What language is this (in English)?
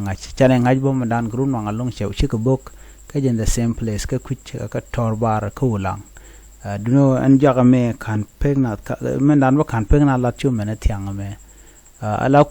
Nuer